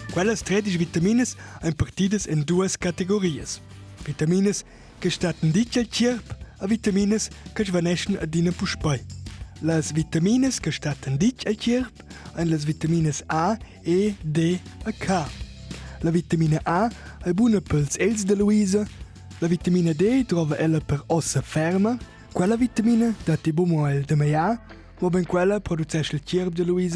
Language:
Romansh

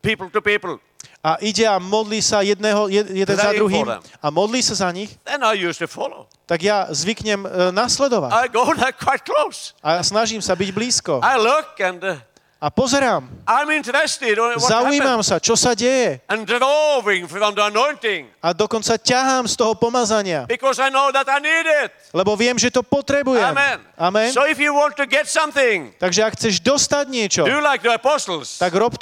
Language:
Slovak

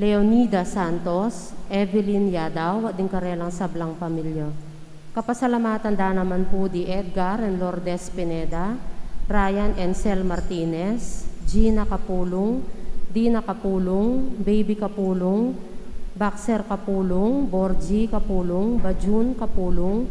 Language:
Pampanga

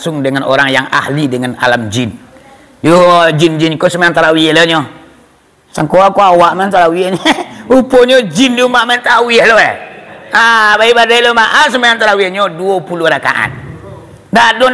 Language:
Minangkabau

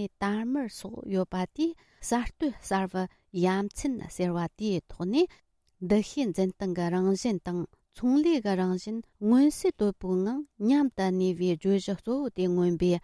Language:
Tibetan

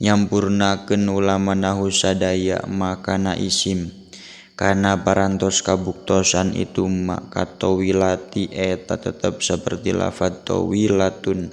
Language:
Sundanese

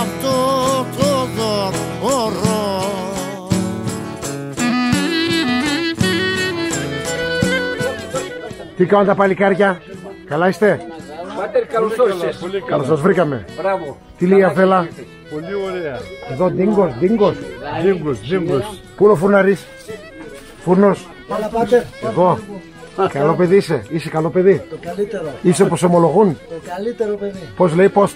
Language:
Greek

